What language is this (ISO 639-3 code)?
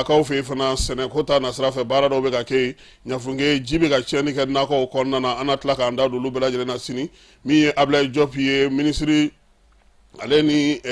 bam